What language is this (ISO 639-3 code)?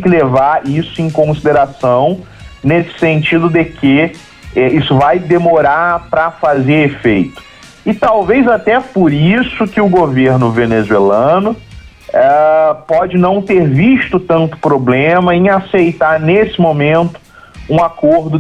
por